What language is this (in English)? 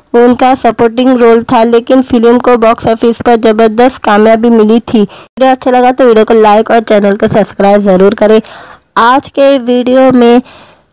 Hindi